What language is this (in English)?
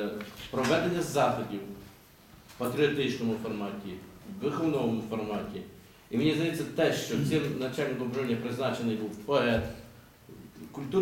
Ukrainian